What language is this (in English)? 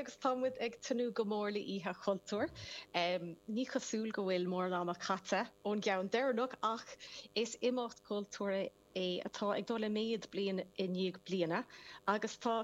Irish